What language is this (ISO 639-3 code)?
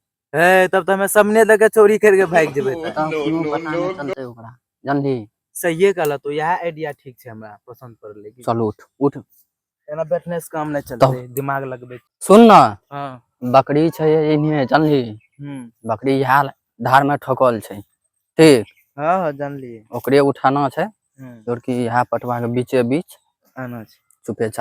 mai